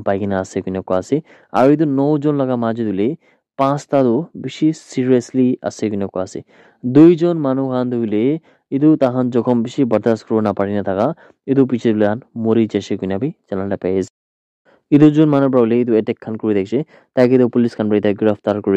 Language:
Naga Pidgin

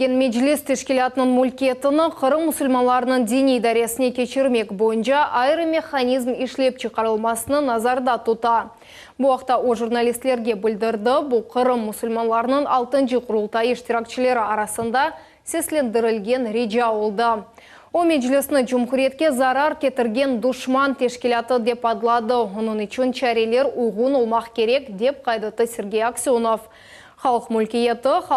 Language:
Crimean Tatar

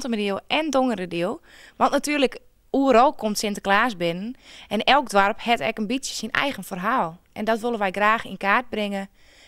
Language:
Western Frisian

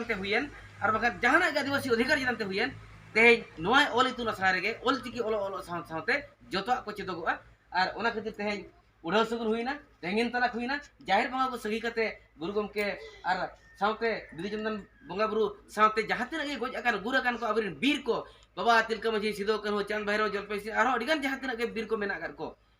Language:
Santali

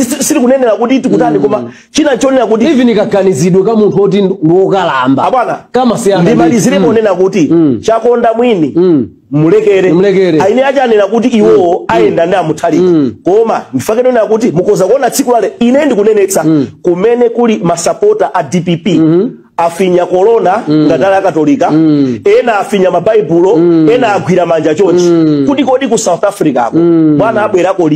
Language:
Nyanja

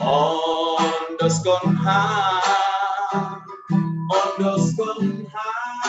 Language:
Batak Simalungun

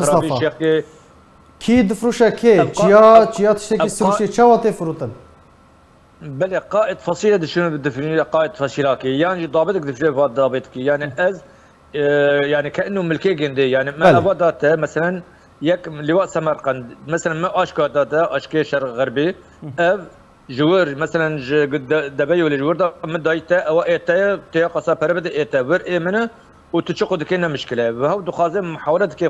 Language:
Kurdish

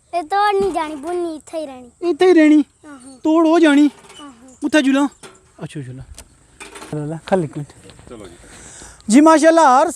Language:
Pahari-Potwari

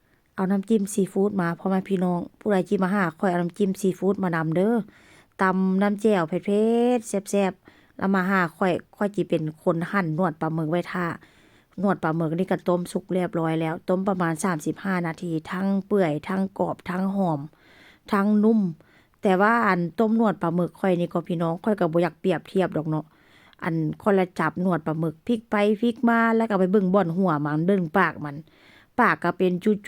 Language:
Northeastern Thai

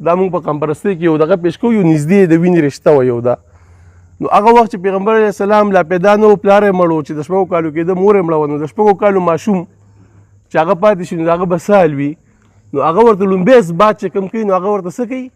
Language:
Pashto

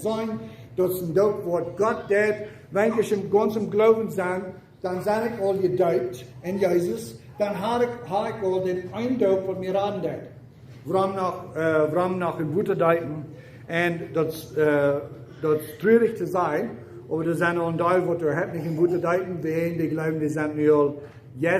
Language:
Plautdietsch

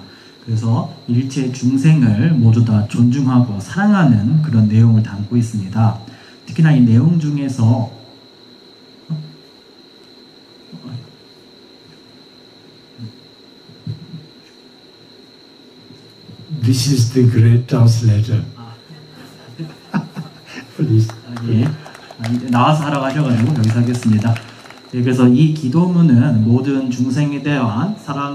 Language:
Korean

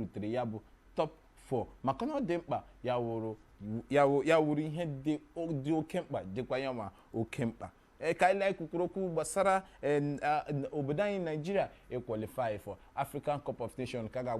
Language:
Igbo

